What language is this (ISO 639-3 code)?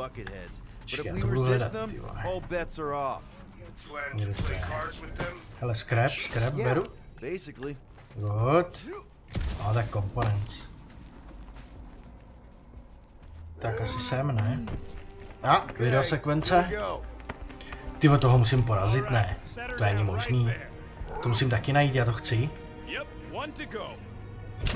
ces